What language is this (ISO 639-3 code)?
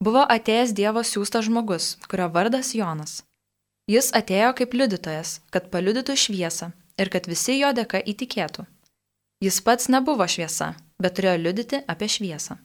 lit